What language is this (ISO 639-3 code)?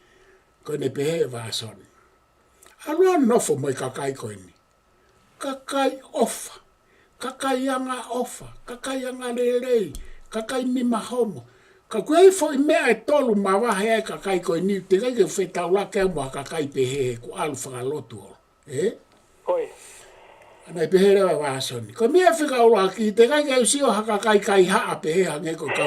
ton